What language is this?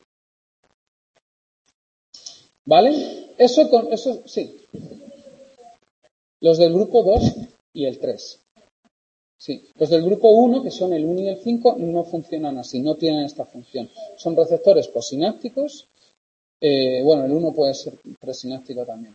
Spanish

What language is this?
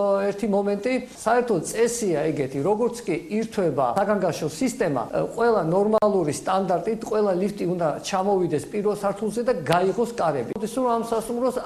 Georgian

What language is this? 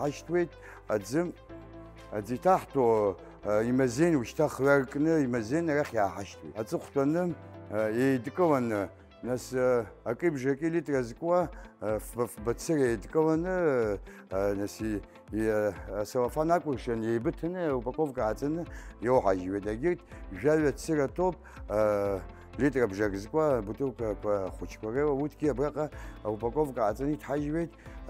Abkhazian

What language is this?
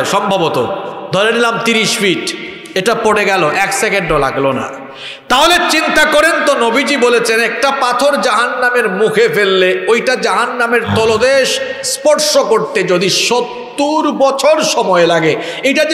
Bangla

